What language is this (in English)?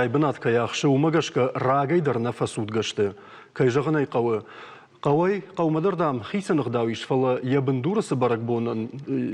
Ossetic